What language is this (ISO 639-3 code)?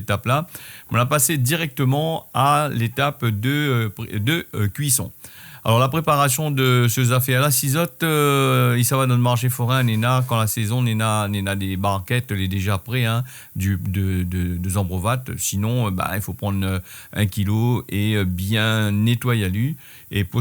rcf